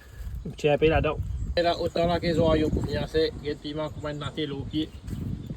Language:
Morisyen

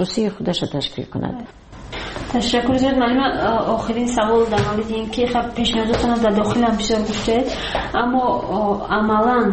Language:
Tajik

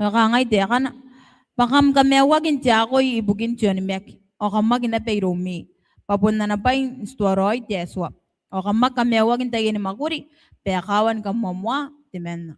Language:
Gilbertese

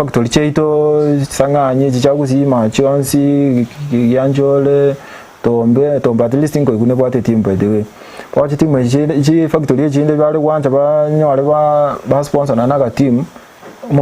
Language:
Gusii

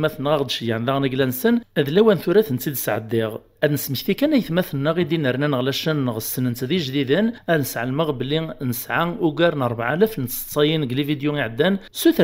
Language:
Kabyle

